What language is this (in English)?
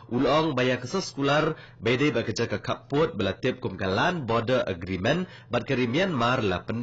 Khasi